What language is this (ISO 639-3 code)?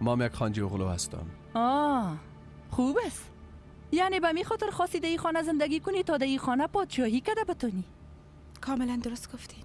fas